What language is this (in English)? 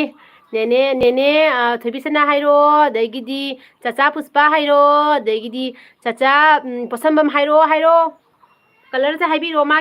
Manipuri